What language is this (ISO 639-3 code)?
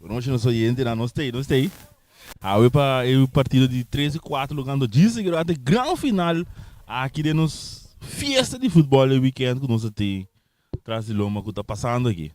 pap